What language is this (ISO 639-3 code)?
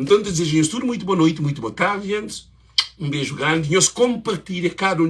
kea